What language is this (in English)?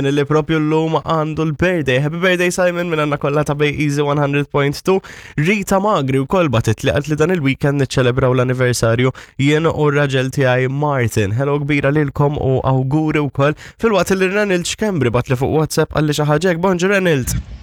Maltese